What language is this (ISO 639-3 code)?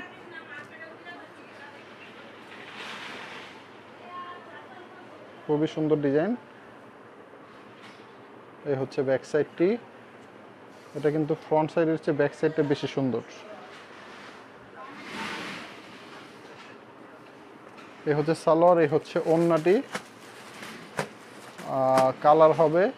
ben